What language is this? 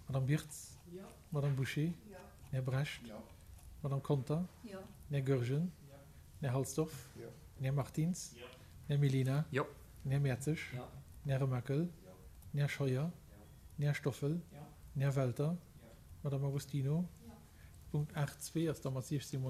Luxembourgish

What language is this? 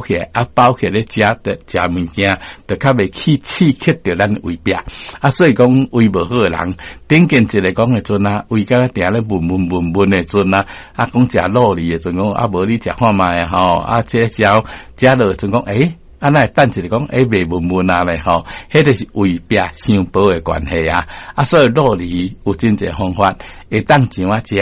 Min Nan Chinese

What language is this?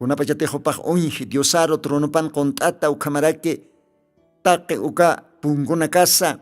Aymara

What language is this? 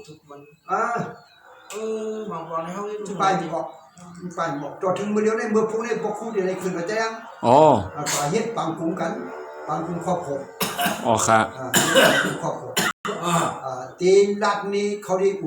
Shan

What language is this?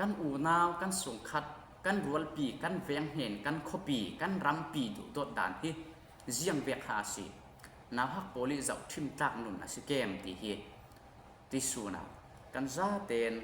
Falam Chin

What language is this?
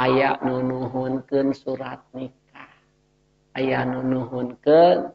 Sundanese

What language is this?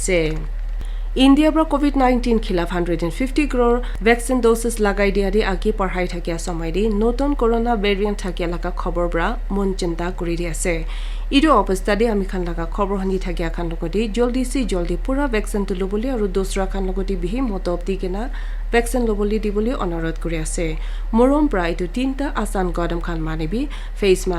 Naga Pidgin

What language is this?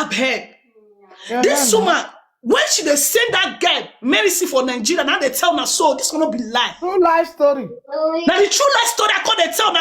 Nigerian Pidgin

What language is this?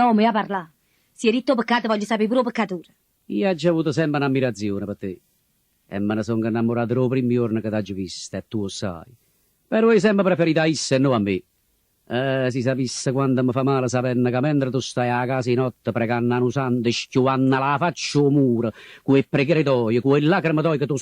Neapolitan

